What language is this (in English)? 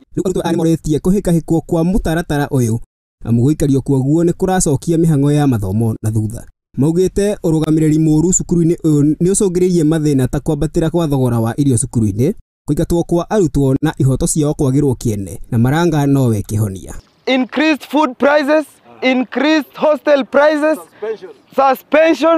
Kikuyu